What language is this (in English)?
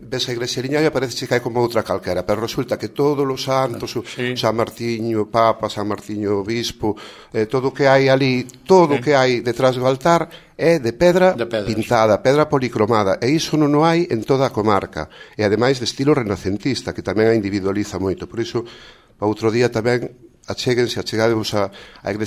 Galician